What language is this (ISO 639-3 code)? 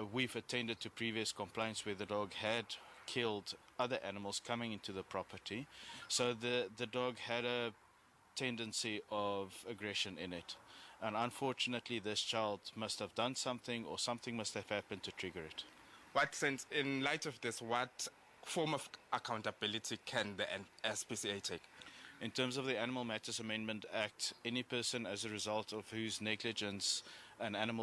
eng